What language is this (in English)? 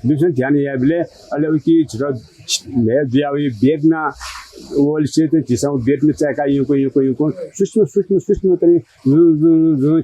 Newari